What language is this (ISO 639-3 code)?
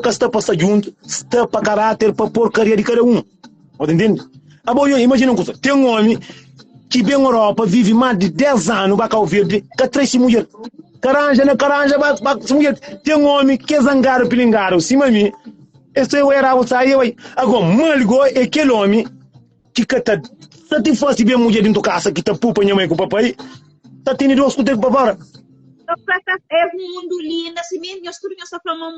kea